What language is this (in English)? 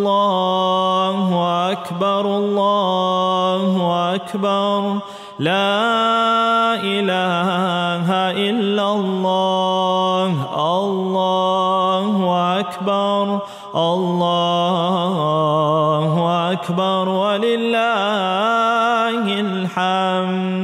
Arabic